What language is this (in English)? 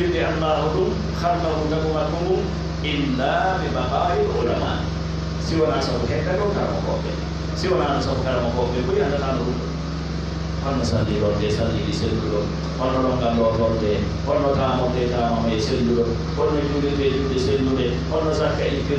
Pular